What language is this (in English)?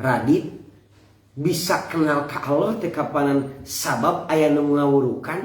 Sundanese